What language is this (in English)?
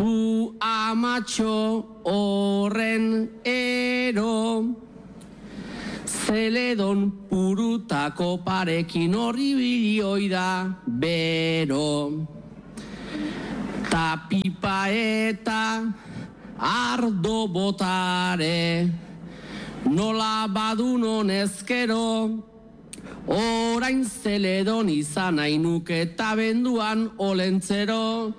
Basque